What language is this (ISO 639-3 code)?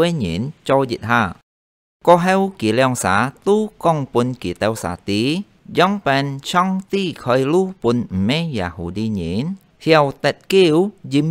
hak